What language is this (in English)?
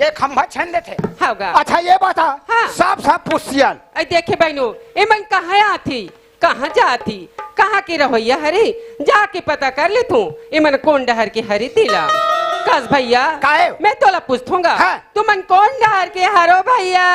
Chhattisgarhi